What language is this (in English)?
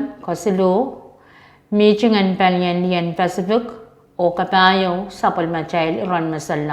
Pohnpeian